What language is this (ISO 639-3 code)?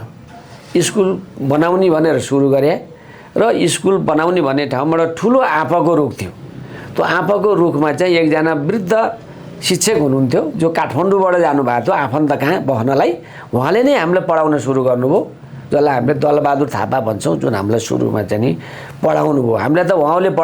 nep